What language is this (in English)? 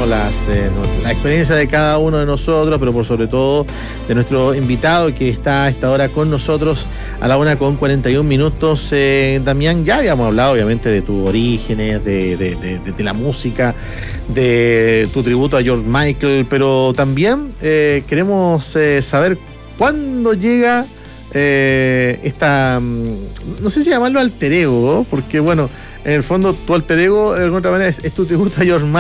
Spanish